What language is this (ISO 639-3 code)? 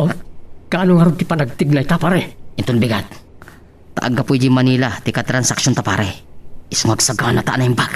ilo